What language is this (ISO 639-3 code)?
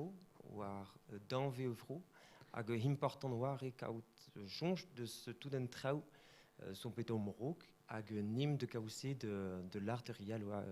bre